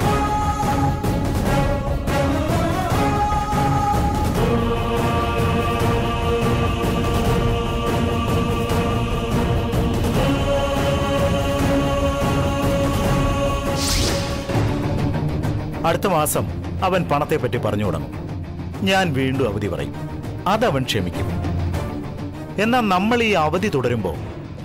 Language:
Malayalam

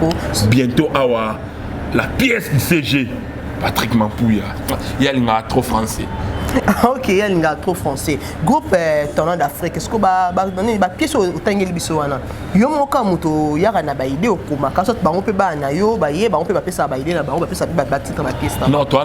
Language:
Lingala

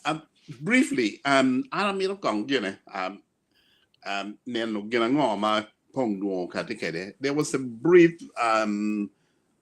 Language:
Acoli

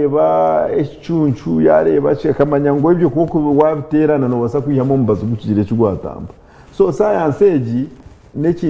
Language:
Nyankole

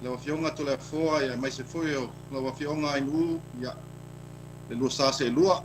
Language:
Samoan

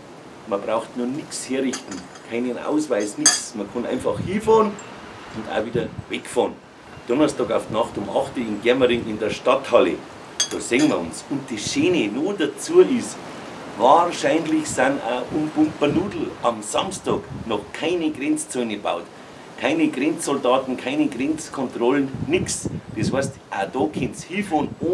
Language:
Bavarian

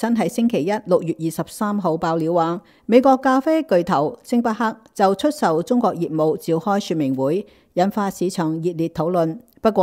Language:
Cantonese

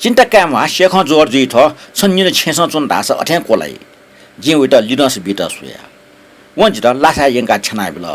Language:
Newari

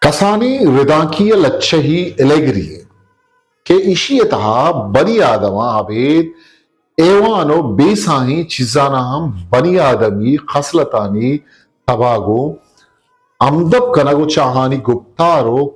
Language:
Eastern Balochi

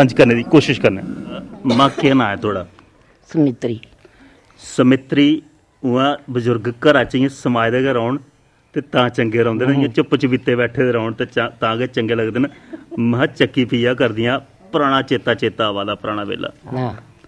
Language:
Dogri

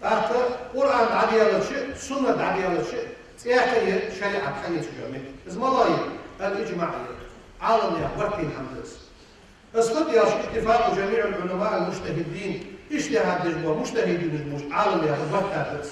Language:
Ingush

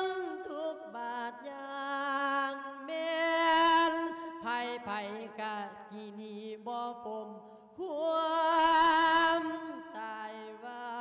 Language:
Lao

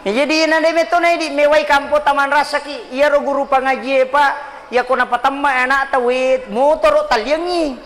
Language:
Buginese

